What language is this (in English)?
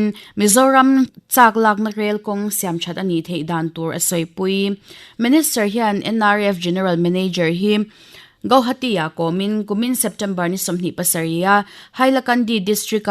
Mizo